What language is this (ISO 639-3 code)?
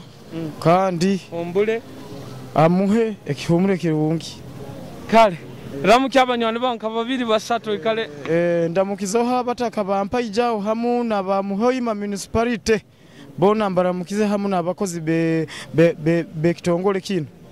nyo